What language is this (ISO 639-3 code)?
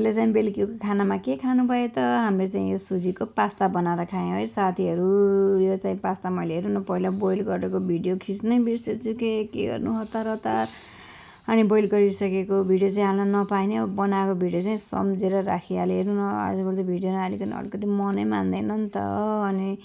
nep